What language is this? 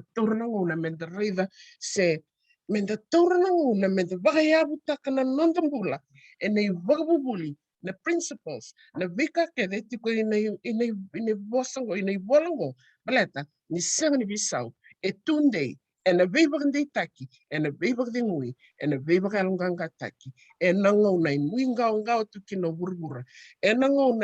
Fijian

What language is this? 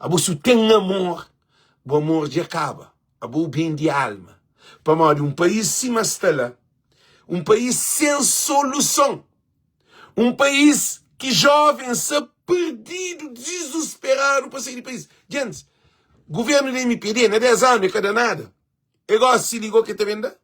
Kabuverdianu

